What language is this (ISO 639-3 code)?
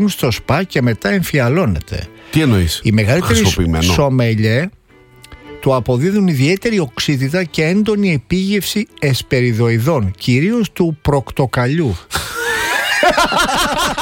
ell